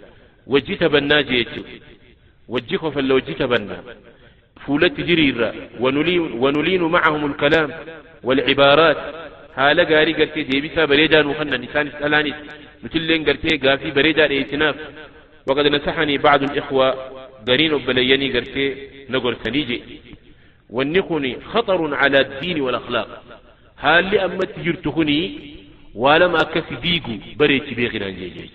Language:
Oromo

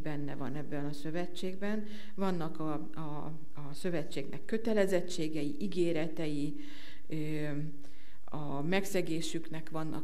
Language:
Hungarian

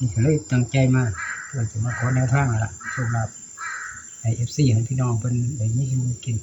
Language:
Northeastern Thai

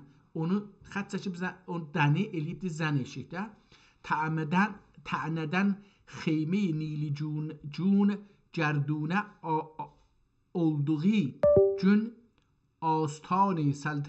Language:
South Azerbaijani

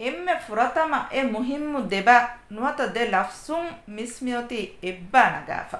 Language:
Divehi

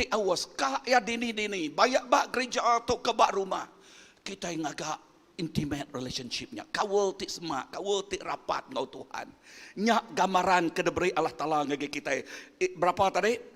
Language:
Iban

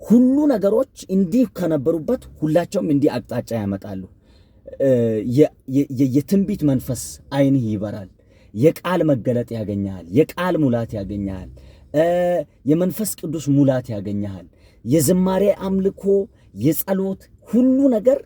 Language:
Amharic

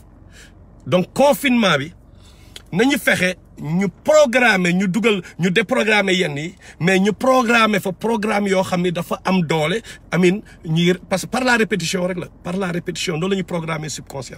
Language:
Wolof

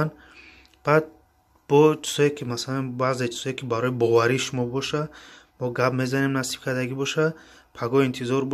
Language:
Tajik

